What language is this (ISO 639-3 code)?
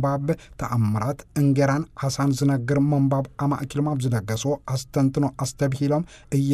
tir